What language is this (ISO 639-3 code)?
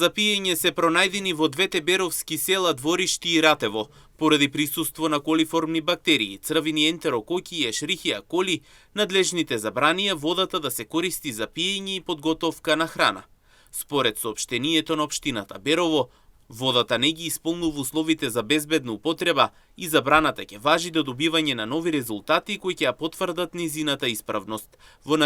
mkd